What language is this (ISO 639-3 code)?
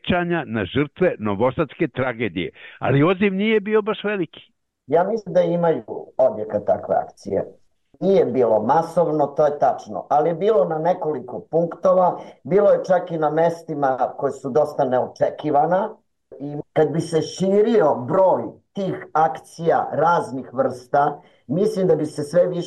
srp